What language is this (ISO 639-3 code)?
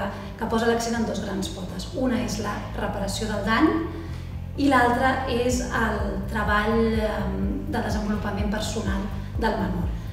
cat